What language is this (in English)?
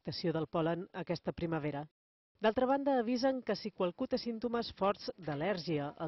Catalan